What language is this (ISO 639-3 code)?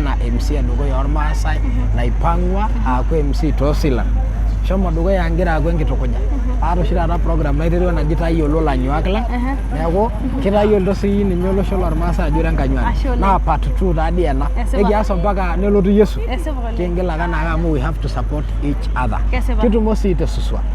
mas